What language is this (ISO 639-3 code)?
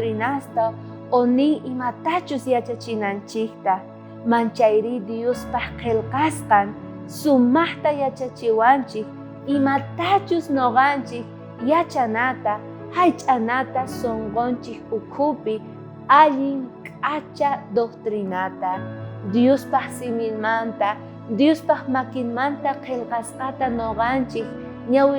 quh